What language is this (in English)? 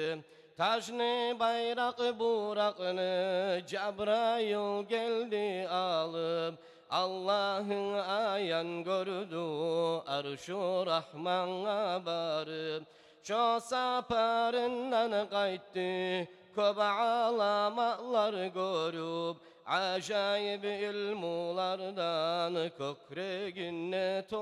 Kumyk